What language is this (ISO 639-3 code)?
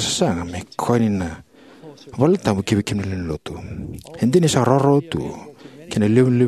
fij